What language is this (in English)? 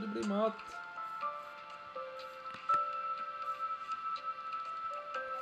Norwegian